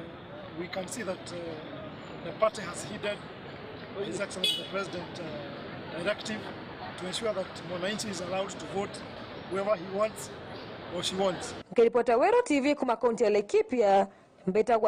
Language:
Meru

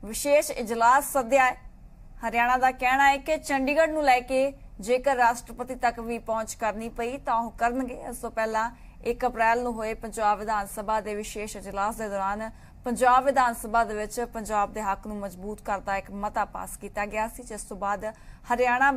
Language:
Punjabi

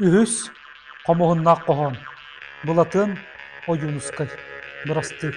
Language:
Yakut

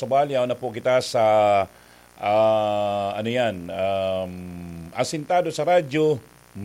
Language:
Bikol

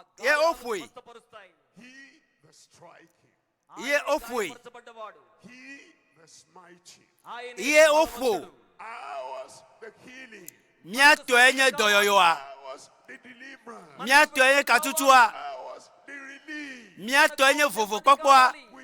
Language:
Ewe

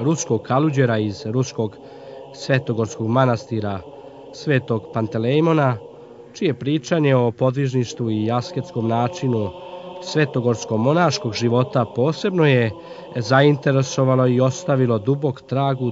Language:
Serbian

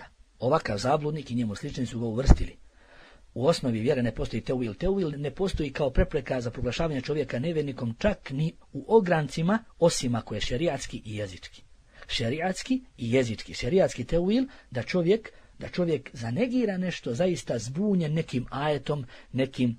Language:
Bosnian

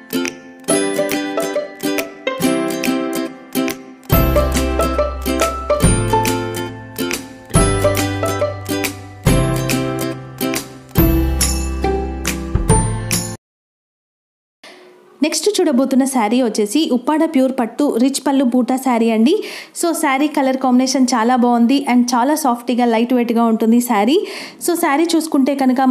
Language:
Telugu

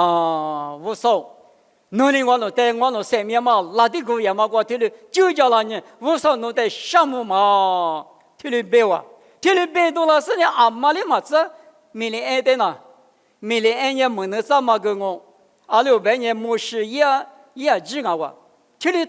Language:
Lisu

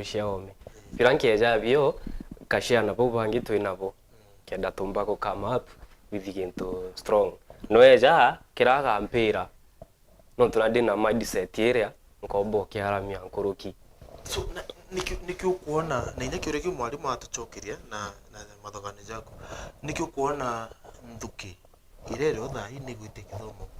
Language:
Meru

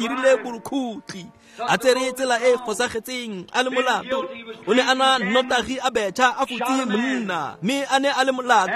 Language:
Tswana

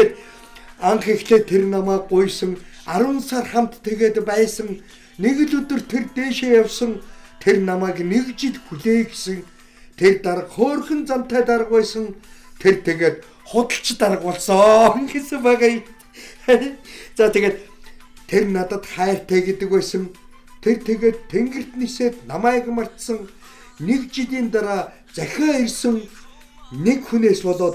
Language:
Mongolian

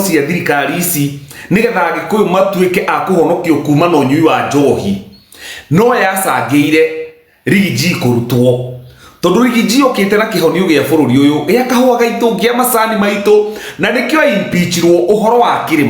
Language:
Kikuyu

